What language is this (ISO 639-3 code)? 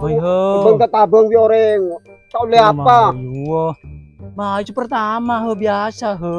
mad